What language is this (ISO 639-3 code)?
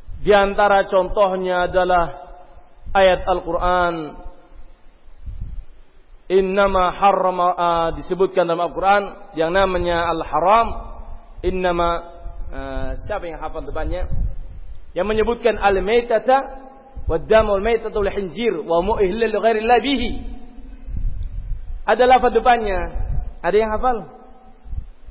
ind